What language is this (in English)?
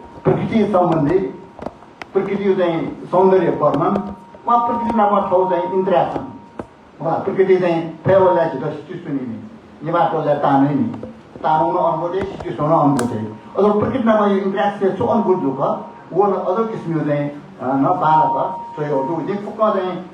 Newari